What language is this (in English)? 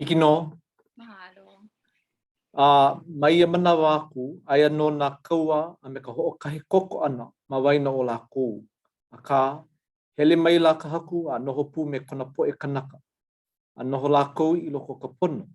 Hawaiian